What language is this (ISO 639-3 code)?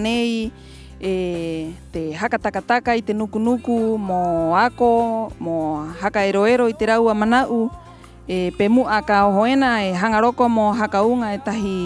rap